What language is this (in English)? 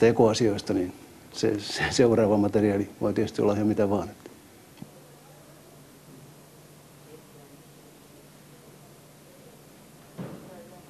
Finnish